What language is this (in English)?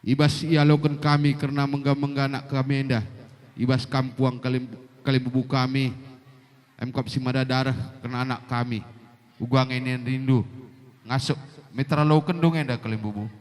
Batak Karo